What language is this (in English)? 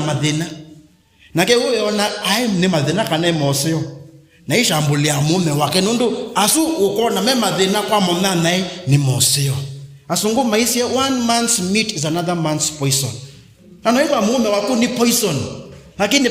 Kamba